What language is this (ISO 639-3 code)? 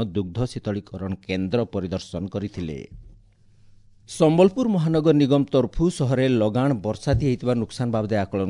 ori